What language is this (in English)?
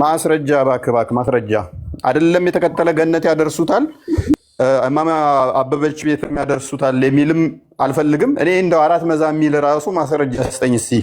Amharic